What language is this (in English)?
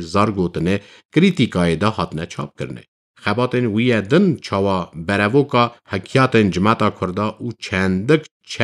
Kurdish